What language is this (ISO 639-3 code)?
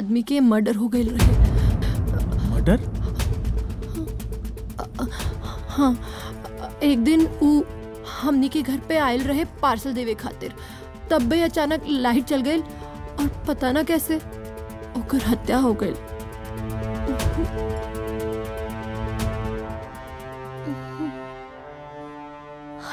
bho